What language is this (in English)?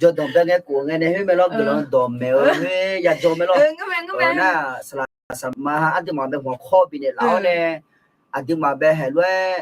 Akha